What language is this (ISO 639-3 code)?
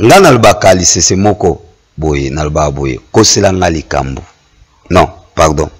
lin